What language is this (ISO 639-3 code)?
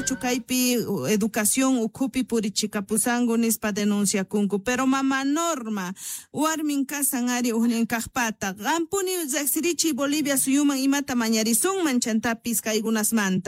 quh